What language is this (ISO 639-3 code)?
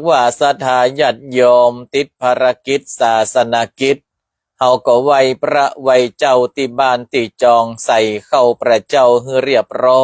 nod